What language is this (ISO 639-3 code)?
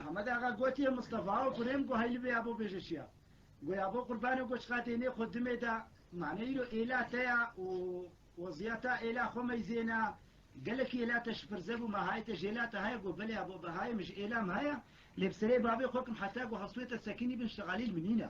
kur